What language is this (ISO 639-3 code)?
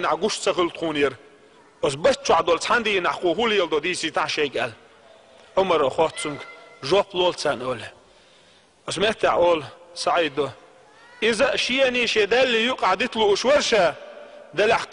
che